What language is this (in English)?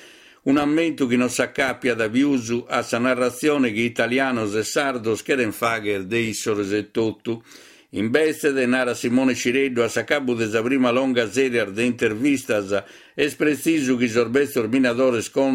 Sardinian